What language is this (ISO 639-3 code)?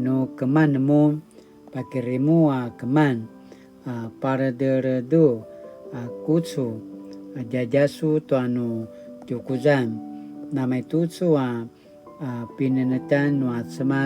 pwn